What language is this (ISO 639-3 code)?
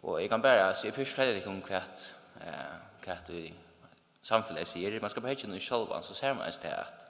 fao